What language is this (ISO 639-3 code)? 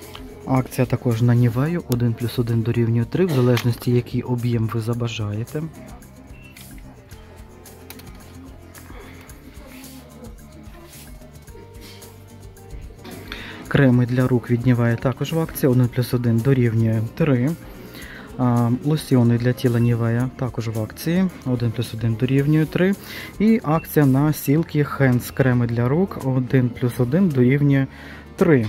ukr